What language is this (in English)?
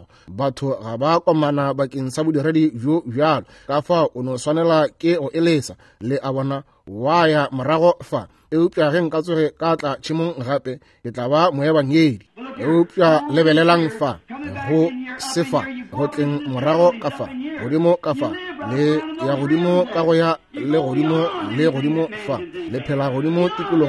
Northern Sotho